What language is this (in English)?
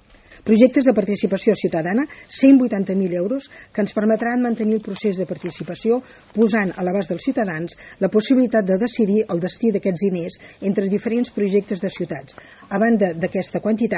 Catalan